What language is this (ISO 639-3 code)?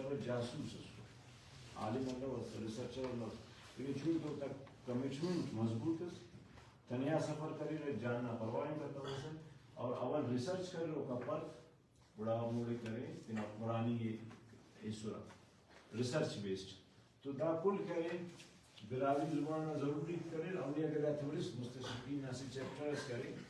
brh